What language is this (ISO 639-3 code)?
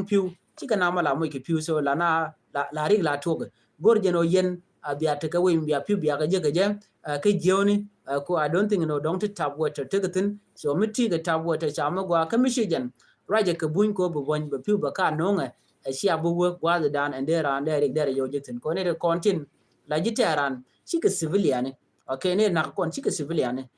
nus